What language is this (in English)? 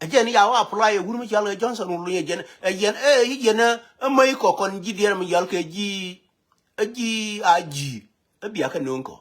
Nuer